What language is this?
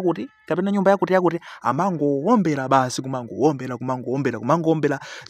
Nyanja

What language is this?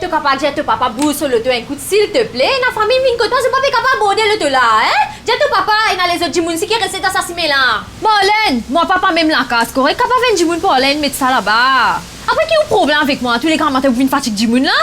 Morisyen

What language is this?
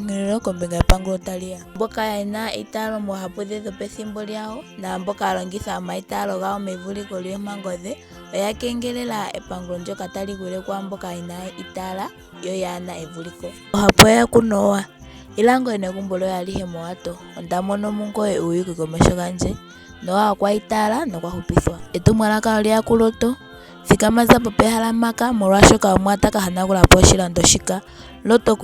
Ndonga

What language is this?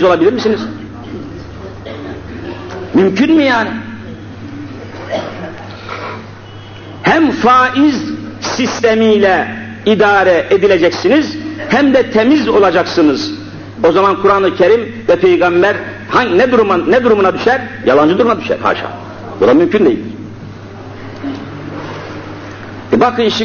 Turkish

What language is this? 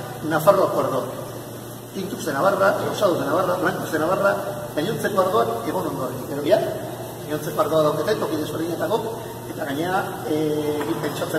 Basque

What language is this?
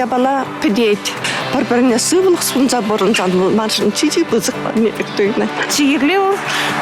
Chuvash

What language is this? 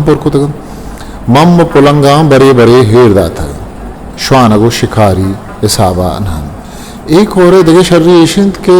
Eastern Balochi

